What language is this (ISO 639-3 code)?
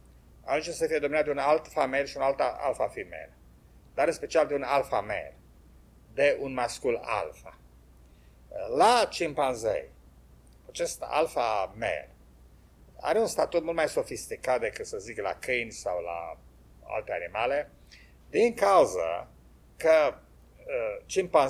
ron